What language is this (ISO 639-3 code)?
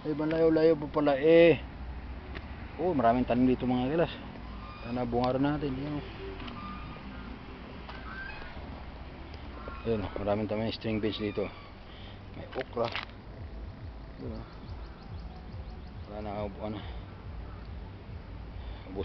fil